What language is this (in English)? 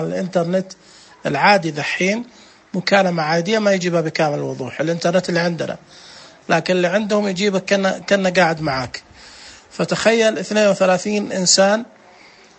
Najdi Arabic